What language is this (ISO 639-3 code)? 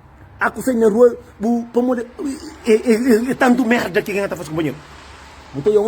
kea